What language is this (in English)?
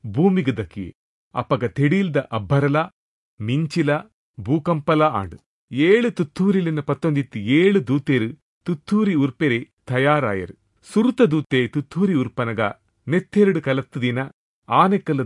Tulu